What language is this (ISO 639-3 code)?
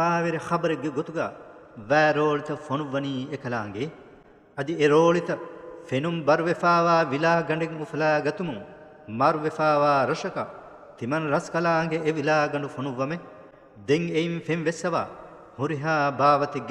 div